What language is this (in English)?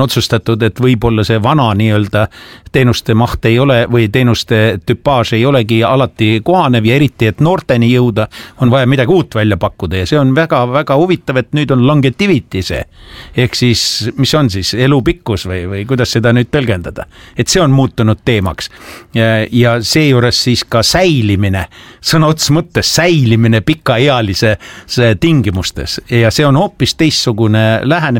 Estonian